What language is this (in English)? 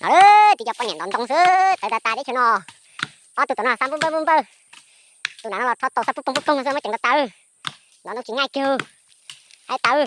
Hmong